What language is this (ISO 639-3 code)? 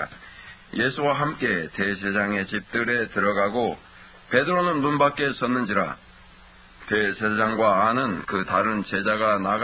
kor